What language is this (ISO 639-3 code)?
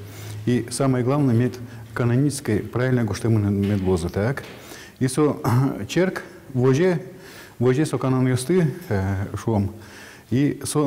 udm